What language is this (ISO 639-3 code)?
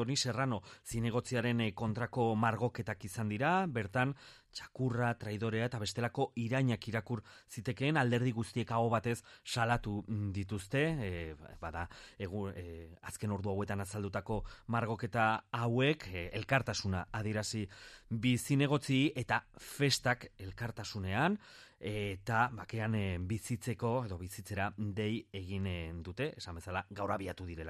eus